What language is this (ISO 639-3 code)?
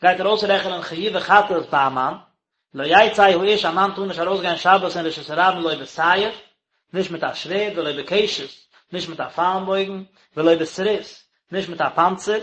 yid